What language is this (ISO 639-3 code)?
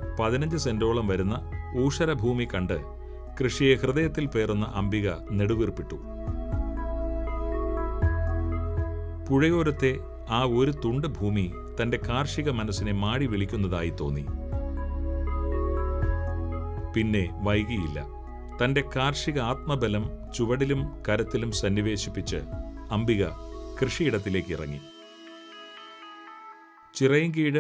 mal